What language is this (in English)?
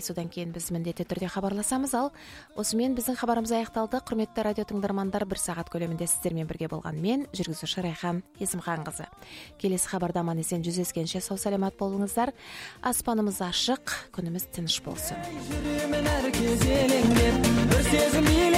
Kazakh